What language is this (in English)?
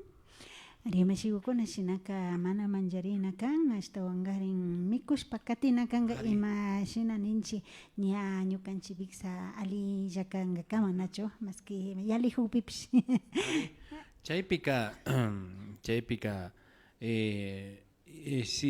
Imbabura Highland Quichua